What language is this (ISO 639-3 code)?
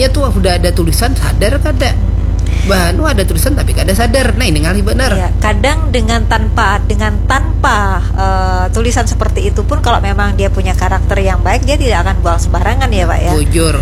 bjn